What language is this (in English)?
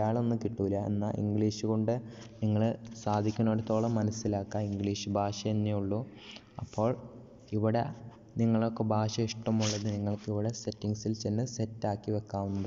Malayalam